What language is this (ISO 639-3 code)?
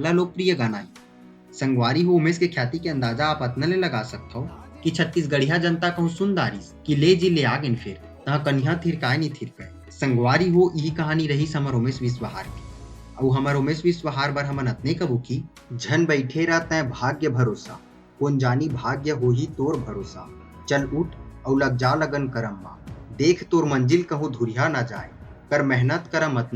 hne